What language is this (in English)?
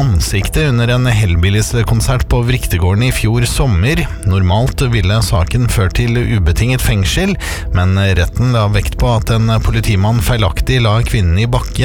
Norwegian